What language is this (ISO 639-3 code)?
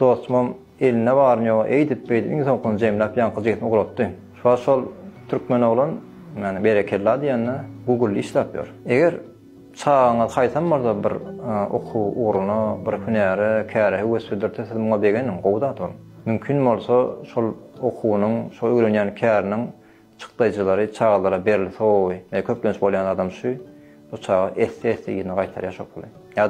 tuk